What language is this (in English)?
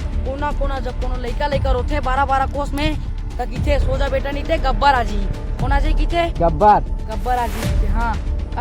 Chhattisgarhi